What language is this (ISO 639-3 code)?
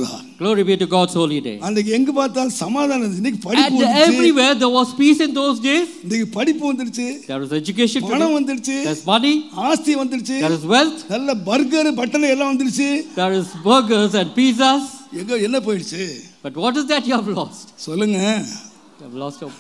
tam